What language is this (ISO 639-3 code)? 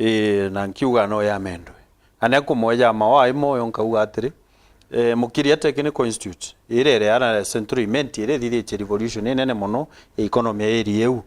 mer